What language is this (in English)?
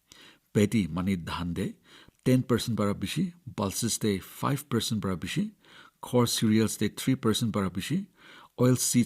Naga Pidgin